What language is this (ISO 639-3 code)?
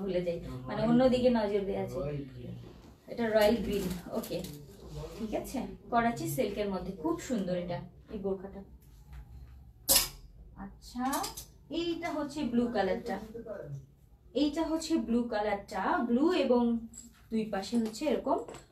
ben